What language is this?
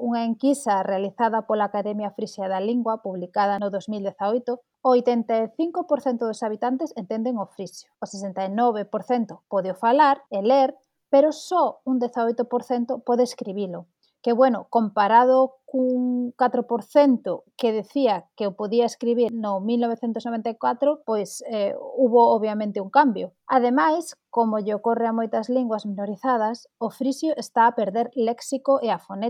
Galician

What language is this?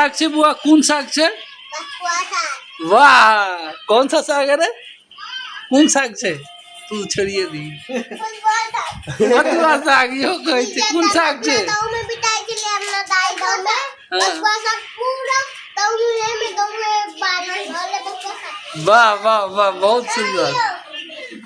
Maithili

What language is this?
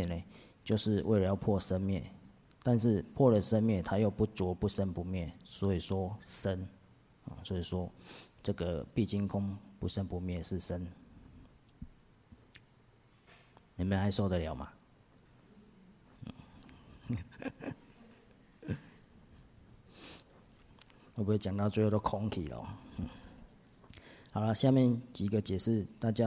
Chinese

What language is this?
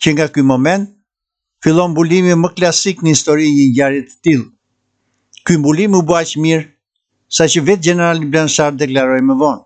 Albanian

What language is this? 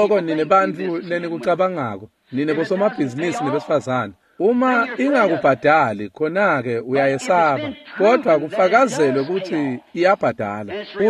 Swati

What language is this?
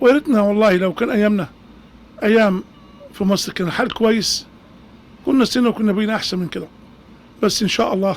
Egyptian Arabic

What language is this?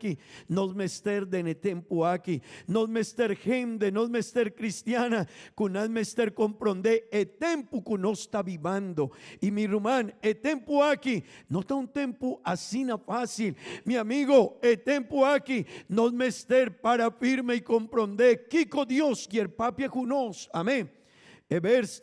Papiamento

